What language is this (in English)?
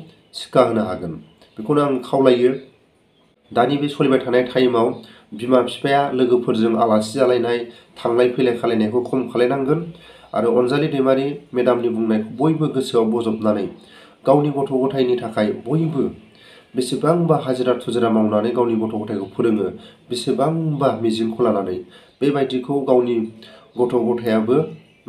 Bodo